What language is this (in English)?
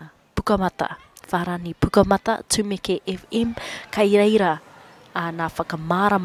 Māori